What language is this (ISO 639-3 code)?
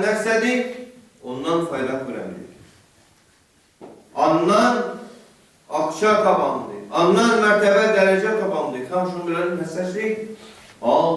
tat